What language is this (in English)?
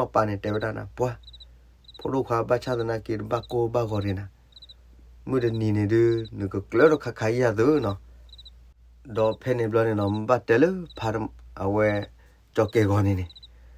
S'gaw Karen